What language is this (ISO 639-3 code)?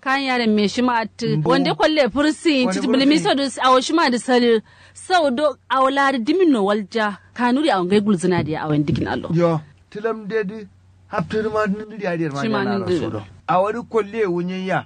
kau